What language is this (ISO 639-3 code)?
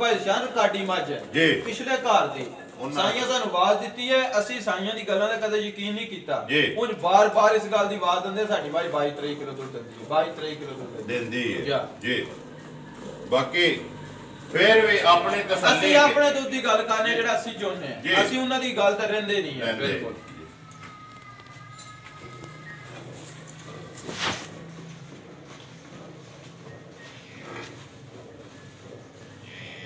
pan